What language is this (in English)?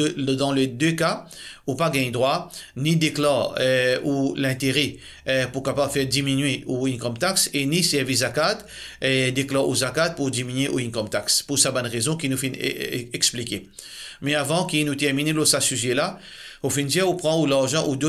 Morisyen